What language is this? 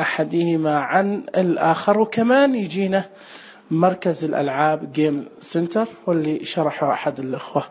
Najdi Arabic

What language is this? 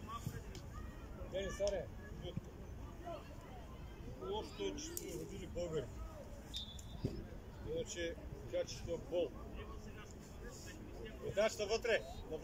Bulgarian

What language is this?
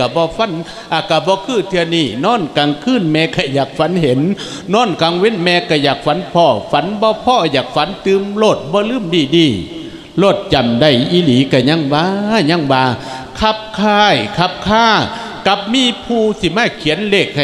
Lao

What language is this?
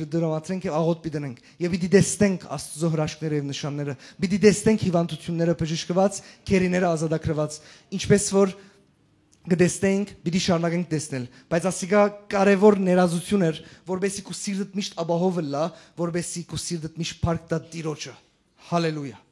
Western Armenian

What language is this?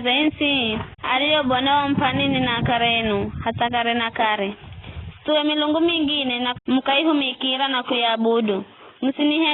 Giryama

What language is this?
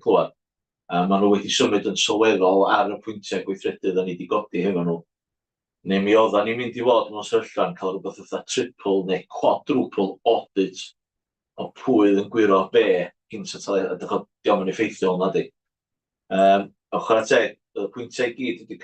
Welsh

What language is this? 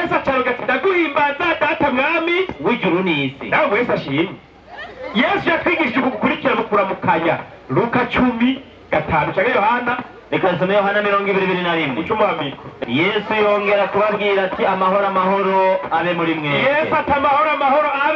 Rundi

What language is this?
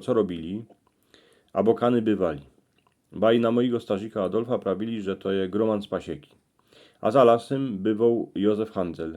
Silesian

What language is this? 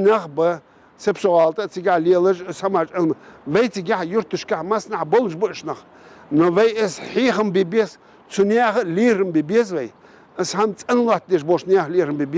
Ingush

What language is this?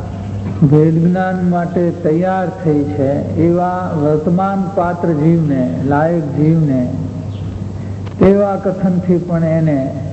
Gujarati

